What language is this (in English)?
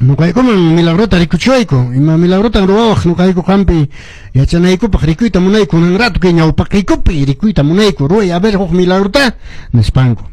Quechua